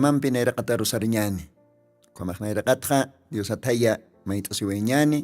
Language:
Aymara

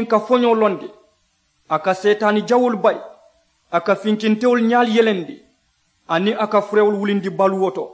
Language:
Mandingo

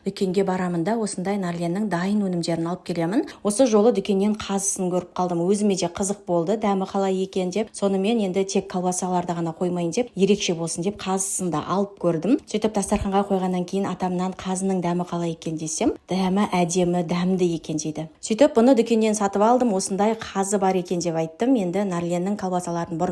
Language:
Kazakh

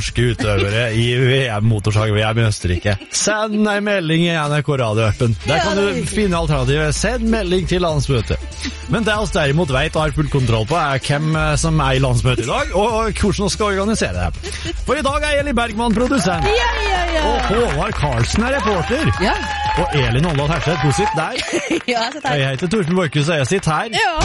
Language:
Norwegian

